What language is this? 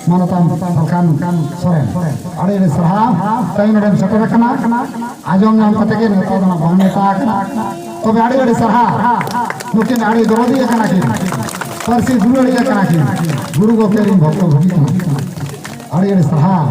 Santali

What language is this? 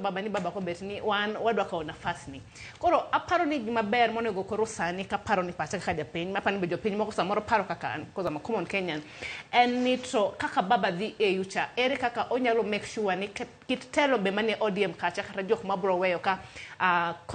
Luo (Kenya and Tanzania)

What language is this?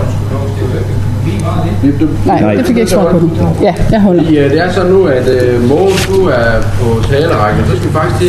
Danish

